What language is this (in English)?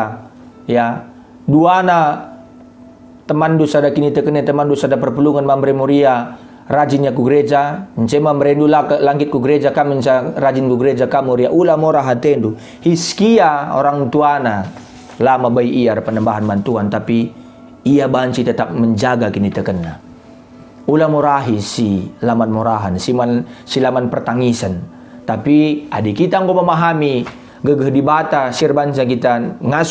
Batak Karo